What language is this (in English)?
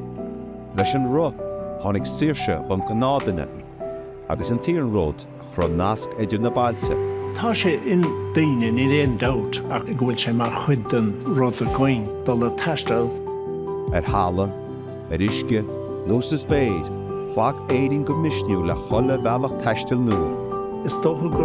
Irish